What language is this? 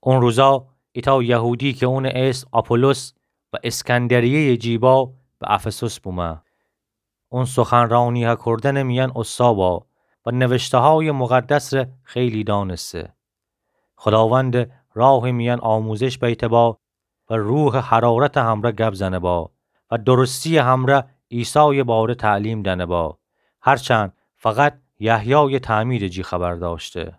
Gilaki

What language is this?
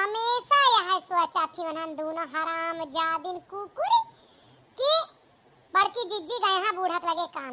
Awadhi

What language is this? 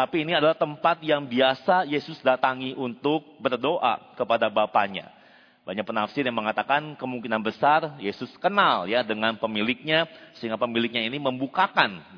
Indonesian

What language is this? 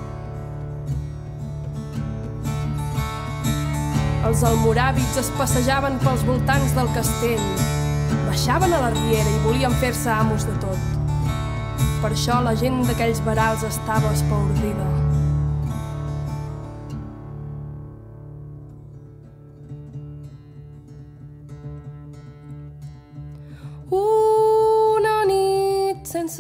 Catalan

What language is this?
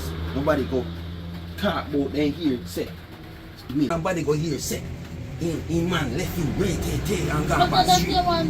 Jamaican Creole English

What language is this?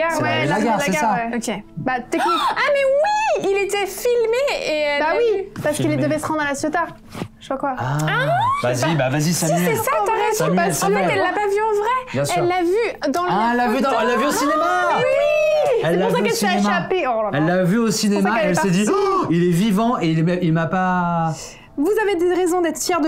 French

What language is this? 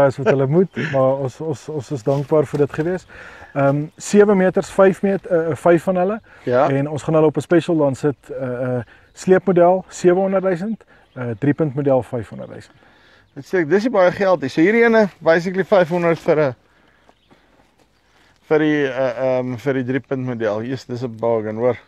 Afrikaans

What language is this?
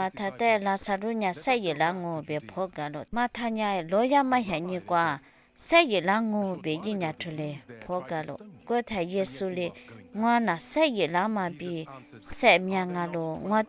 Lisu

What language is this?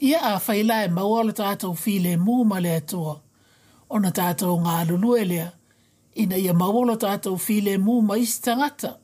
Samoan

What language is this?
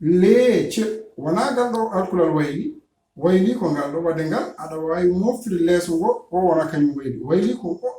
Fula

